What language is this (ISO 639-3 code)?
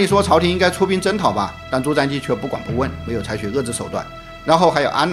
zho